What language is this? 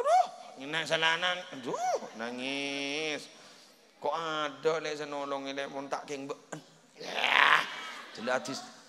Madurese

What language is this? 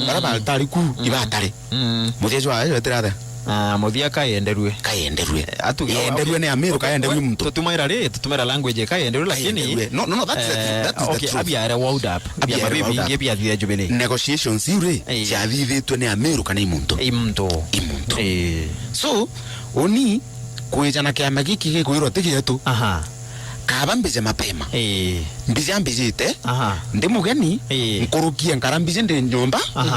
Meru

